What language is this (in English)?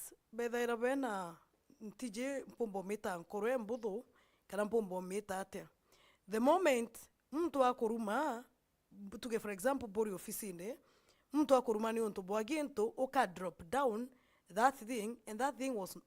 Meru